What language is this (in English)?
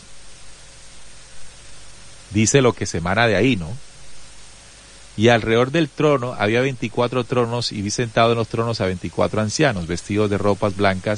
Spanish